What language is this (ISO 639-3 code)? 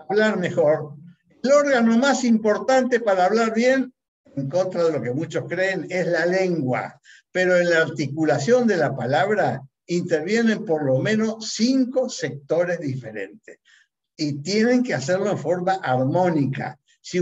spa